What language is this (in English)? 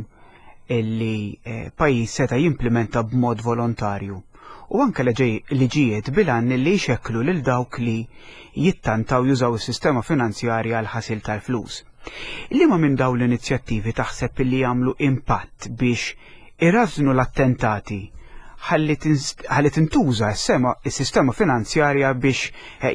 Maltese